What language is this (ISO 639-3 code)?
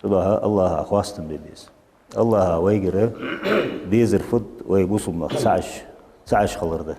inh